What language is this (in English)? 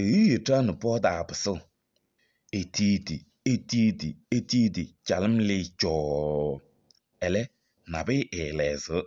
Kabiyè